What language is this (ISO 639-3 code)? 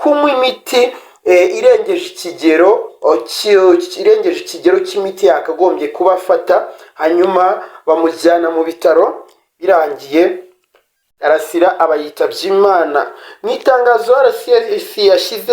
kin